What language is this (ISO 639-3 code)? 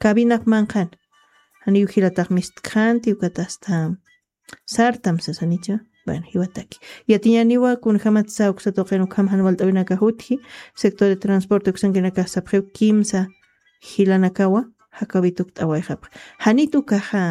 aym